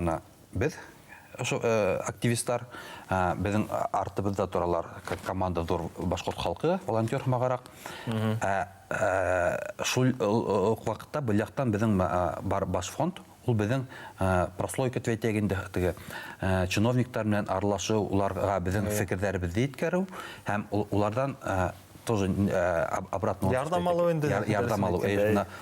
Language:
Bashkir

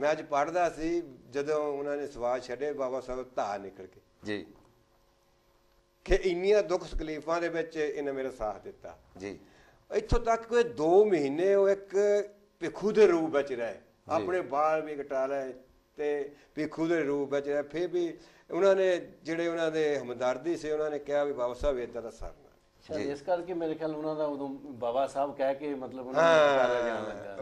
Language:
Punjabi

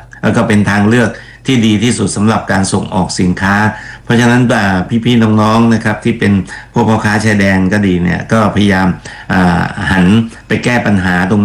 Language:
Thai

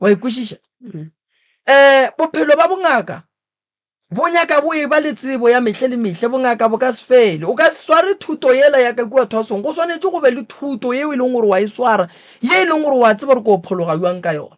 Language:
Northern Sotho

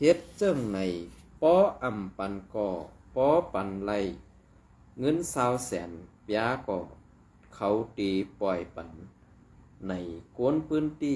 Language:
Shan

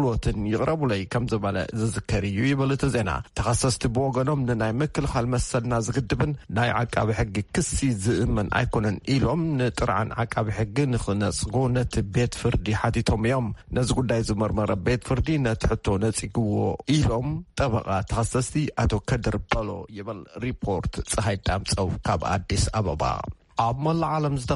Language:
Tigrinya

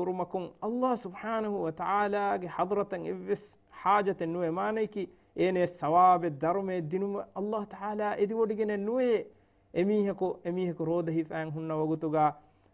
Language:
Divehi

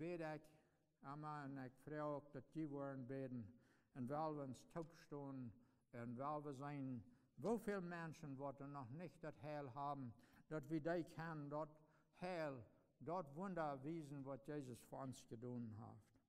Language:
Plautdietsch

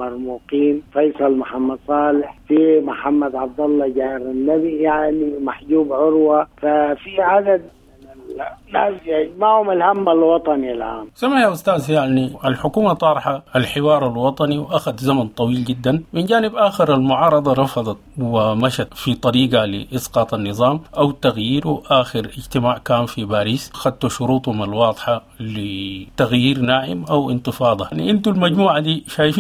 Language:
Sudanese Arabic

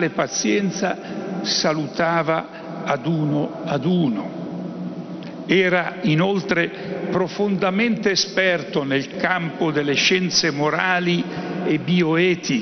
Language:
Italian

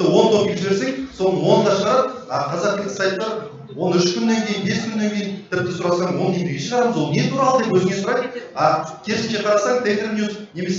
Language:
Kazakh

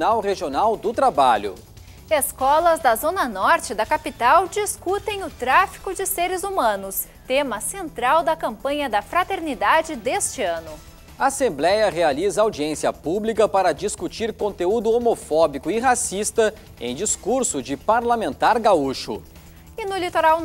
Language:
Portuguese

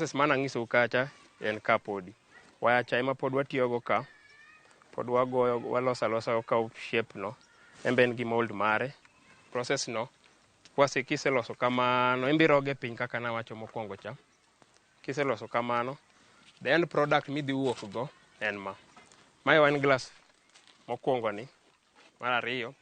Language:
Luo (Kenya and Tanzania)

